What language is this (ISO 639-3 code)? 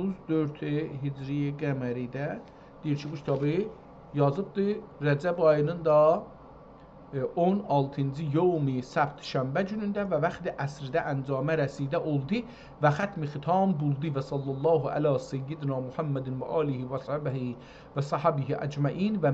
azb